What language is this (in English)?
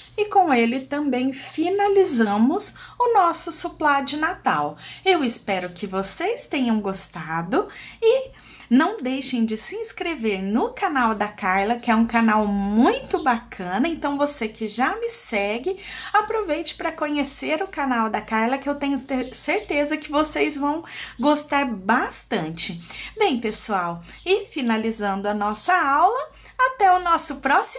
Portuguese